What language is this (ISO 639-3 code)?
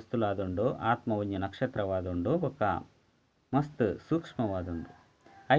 tcy